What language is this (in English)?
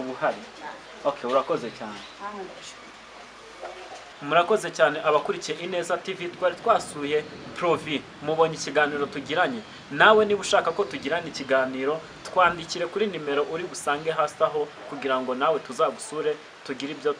Kinyarwanda